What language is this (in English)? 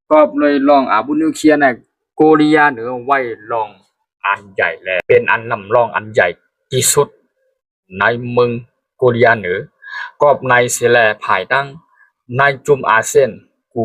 Shan